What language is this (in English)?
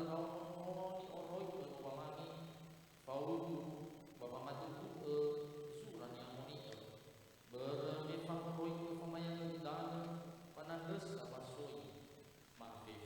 Nias